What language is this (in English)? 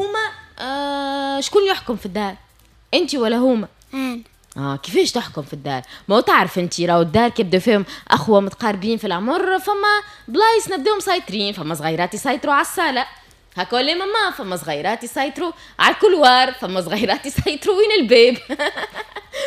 Tunisian Arabic